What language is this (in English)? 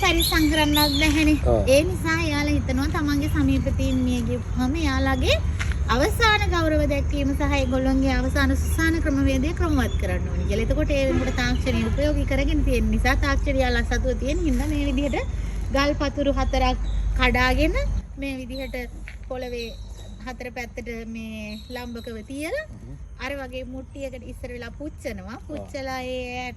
Sinhala